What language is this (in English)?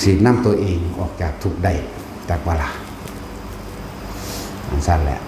Northeastern Thai